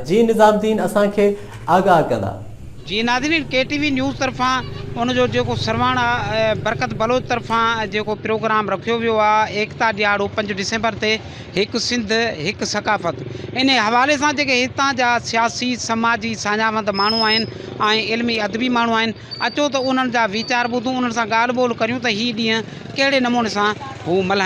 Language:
Sindhi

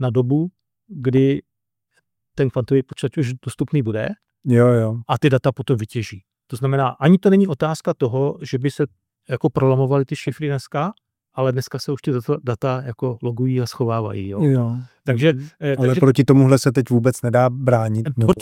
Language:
Czech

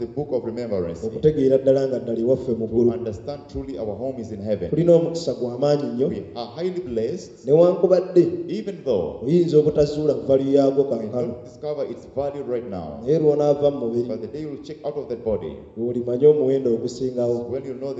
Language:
Ganda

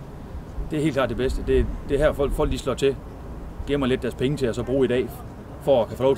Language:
Danish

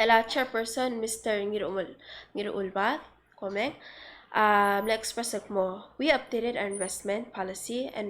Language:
Palauan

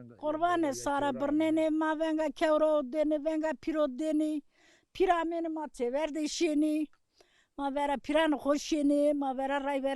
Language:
Zaza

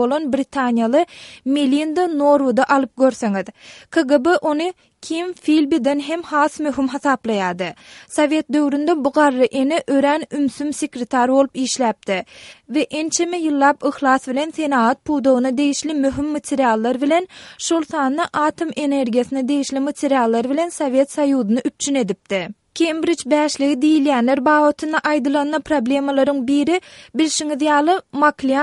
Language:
Turkmen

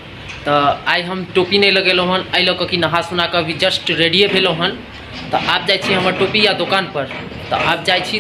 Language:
Maithili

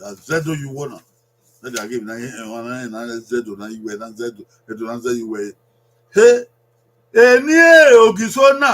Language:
Bini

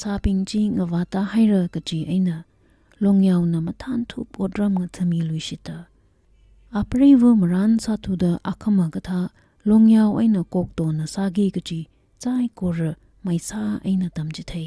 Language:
Tangkhul Naga (India)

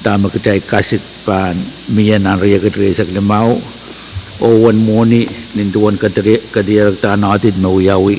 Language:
Pohnpeian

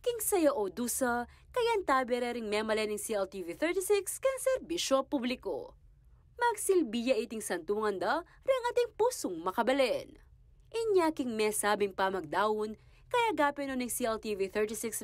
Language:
Pampanga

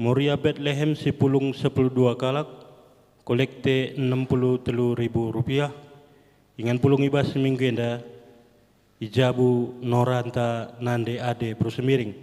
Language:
Batak Karo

